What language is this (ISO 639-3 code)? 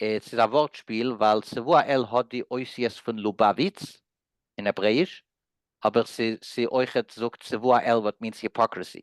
yid